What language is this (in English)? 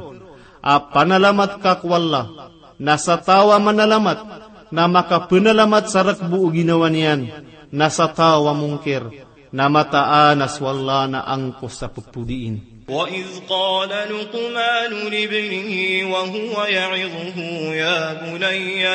Maranao